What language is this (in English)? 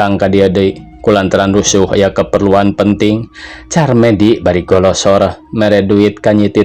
Sundanese